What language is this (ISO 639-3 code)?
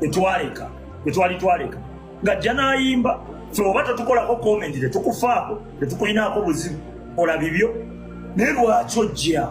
lug